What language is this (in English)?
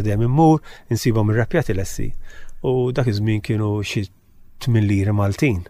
Maltese